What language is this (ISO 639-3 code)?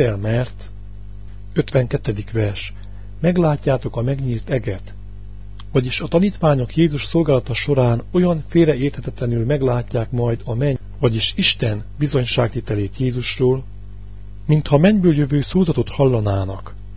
hun